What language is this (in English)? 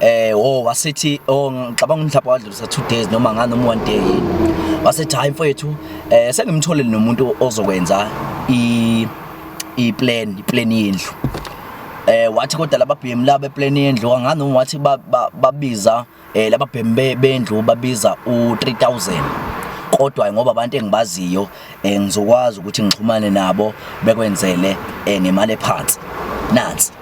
Zulu